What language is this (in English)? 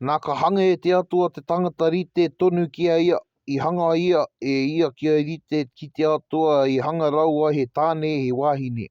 Māori